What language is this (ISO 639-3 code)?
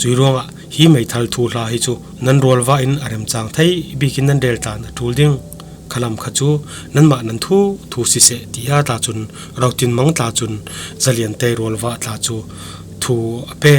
cfm